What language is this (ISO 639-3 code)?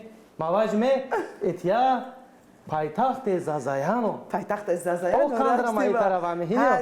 zza